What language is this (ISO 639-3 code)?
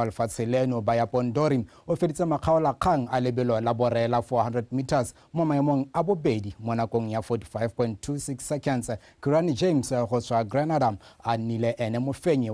tsn